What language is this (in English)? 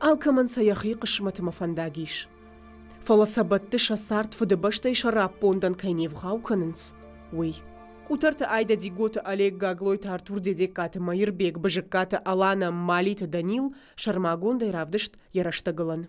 Ossetic